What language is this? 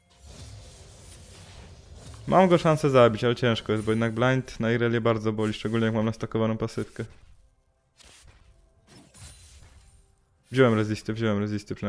Polish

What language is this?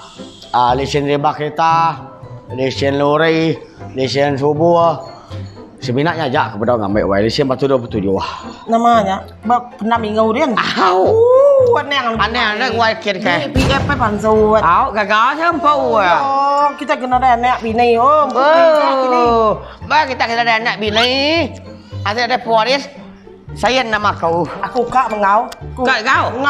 Iban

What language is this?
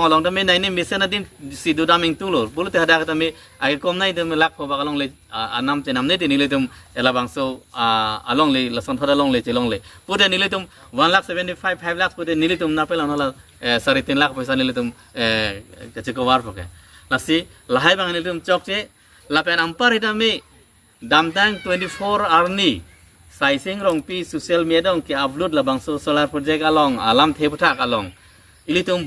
Karbi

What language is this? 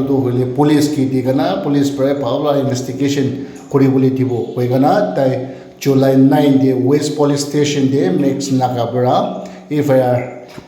Naga Pidgin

